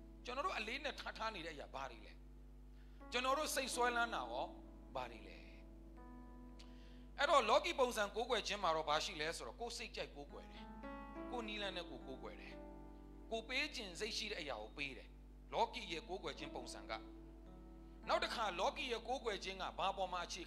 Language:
Burmese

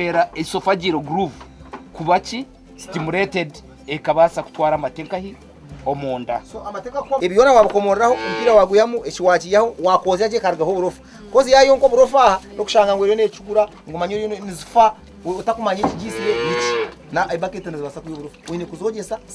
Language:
Nyankole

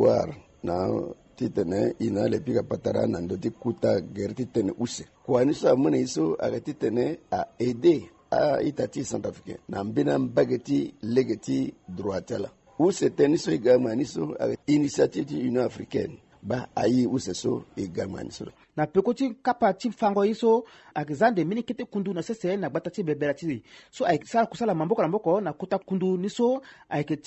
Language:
Sango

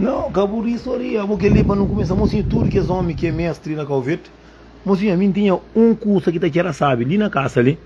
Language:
Kabuverdianu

